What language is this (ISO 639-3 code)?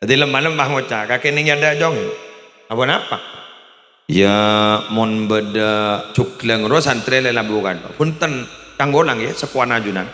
mad